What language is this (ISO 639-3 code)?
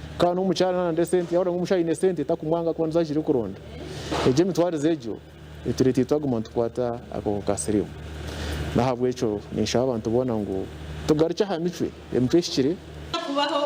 nyn